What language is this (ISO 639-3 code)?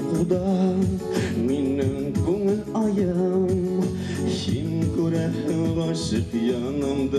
bak